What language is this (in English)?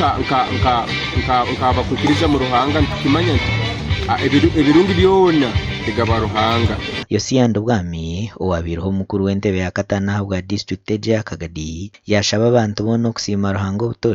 Nyankole